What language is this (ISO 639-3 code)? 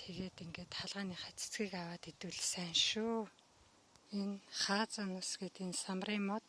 mon